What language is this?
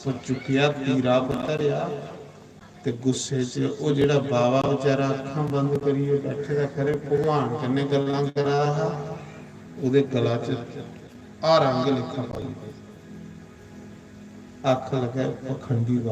Dogri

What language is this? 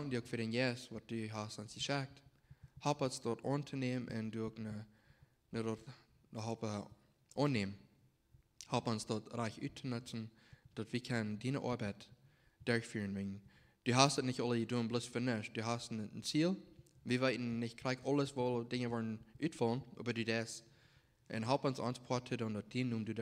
Plautdietsch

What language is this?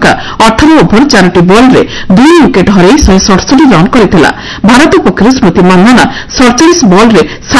Odia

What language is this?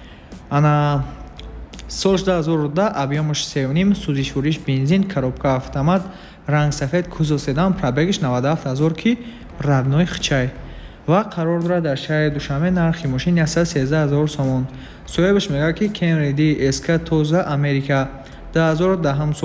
Tajik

